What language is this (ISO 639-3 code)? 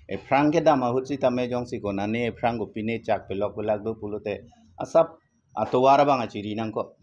mjw